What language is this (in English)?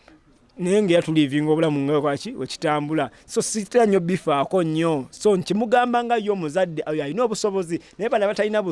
Ganda